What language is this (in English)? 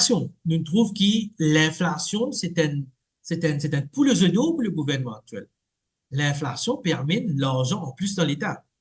Morisyen